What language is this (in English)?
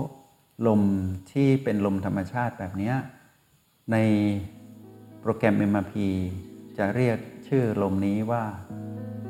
Thai